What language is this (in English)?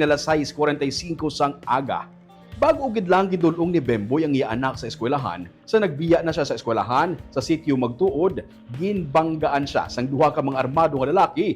Hiligaynon